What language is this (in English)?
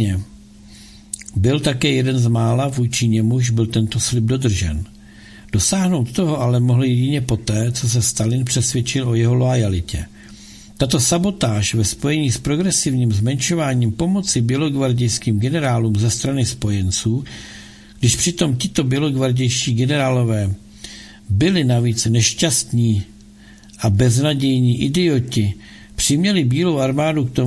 Czech